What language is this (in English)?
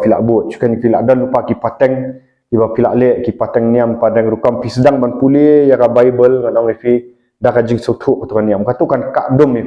Khasi